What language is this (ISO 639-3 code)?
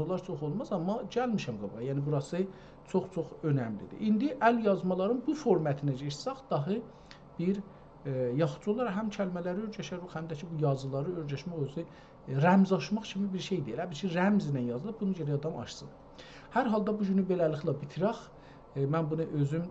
azb